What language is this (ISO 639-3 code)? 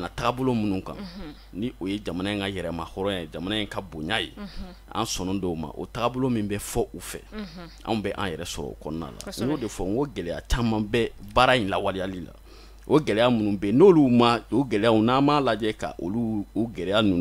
bam